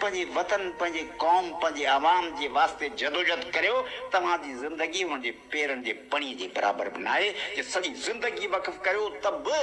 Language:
Sindhi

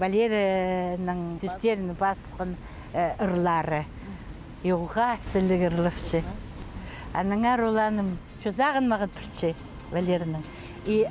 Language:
Khakas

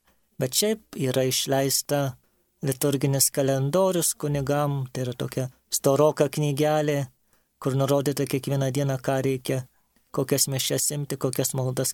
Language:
Lithuanian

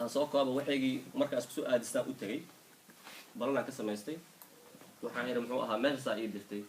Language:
Somali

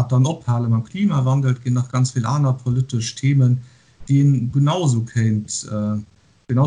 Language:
Luxembourgish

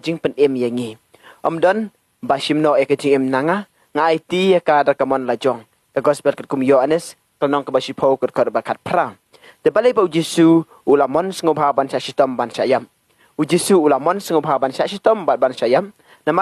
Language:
Khasi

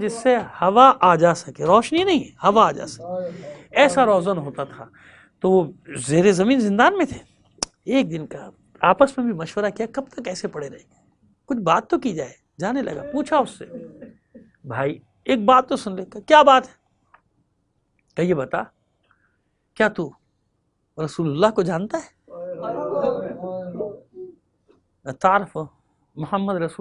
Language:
Urdu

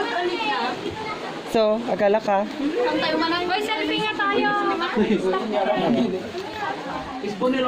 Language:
Filipino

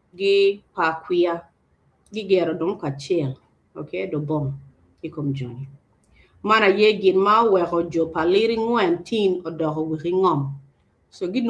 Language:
Acoli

